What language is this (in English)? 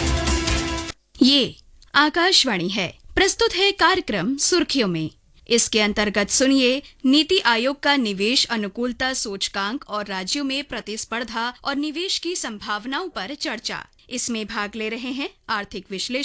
Hindi